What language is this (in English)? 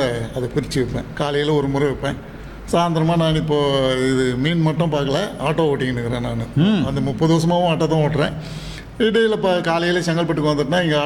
Tamil